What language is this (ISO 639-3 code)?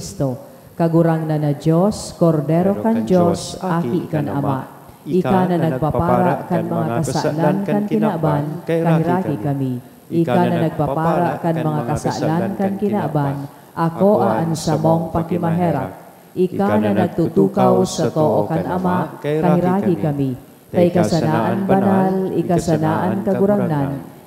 bik